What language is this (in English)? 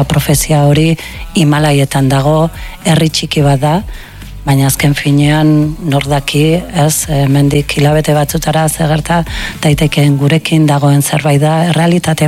Basque